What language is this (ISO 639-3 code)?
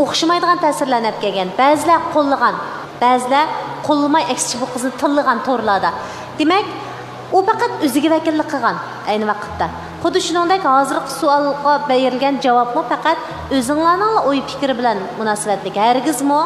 uig